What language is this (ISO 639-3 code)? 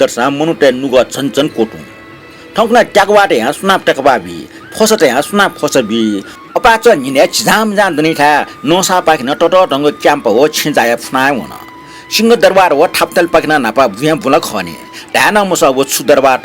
new